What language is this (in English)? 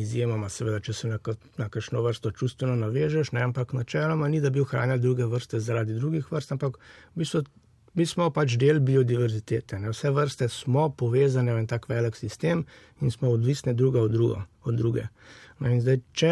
Slovenian